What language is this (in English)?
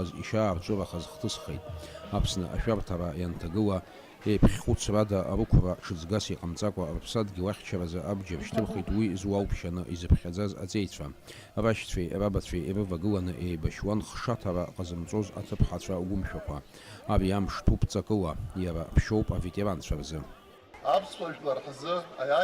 Abkhazian